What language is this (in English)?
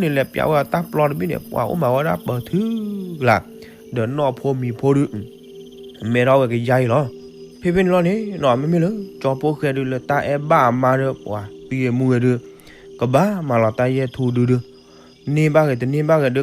S'gaw Karen